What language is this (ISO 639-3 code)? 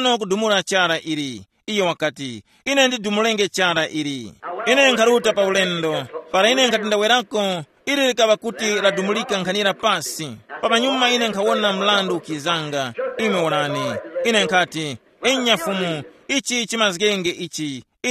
tum